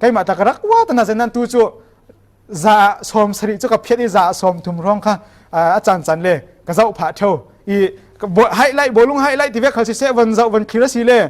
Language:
Falam Chin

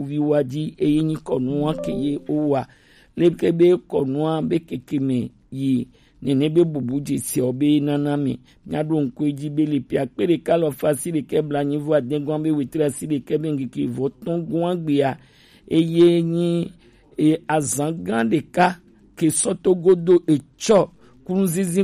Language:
Gen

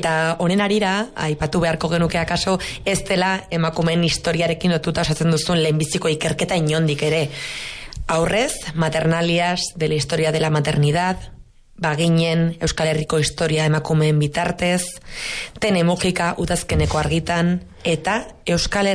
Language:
Basque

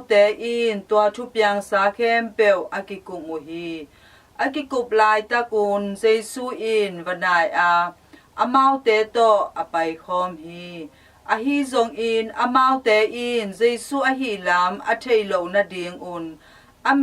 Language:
Tedim Chin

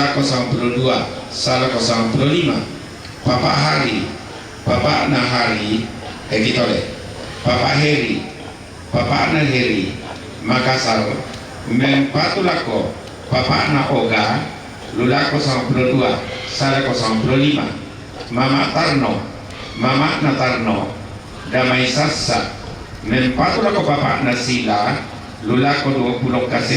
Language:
Toraja-Sa'dan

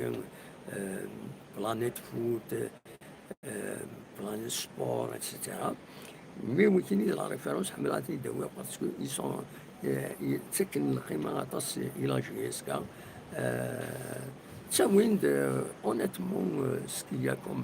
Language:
Kabyle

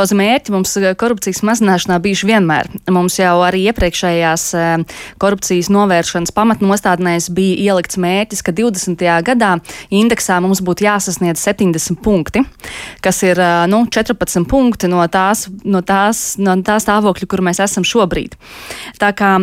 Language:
Latvian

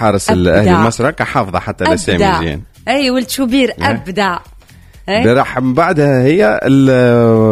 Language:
Tunisian Arabic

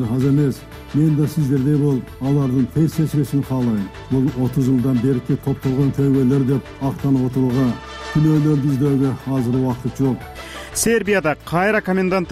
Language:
Kyrgyz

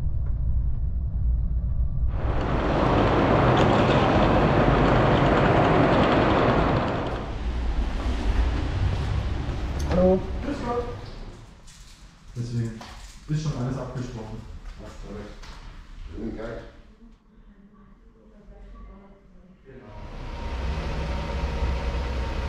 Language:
German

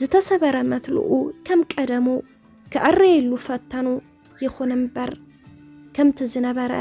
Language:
Tigrinya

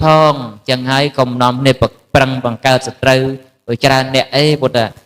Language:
Khmer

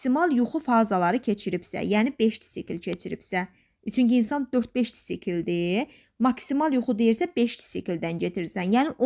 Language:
Azerbaijani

